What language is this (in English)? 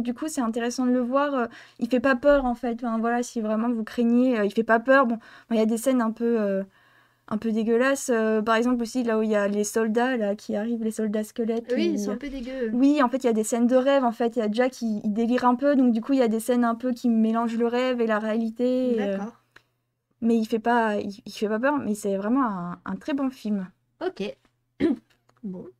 French